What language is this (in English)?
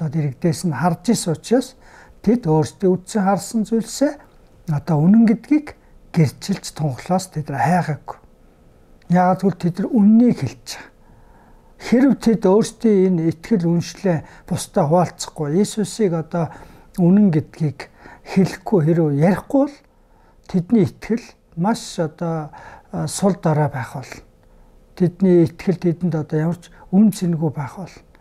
Mongolian